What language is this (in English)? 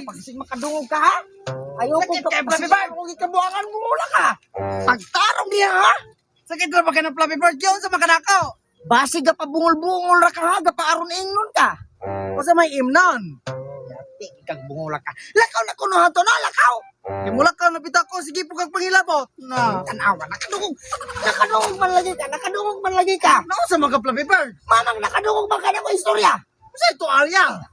Cebuano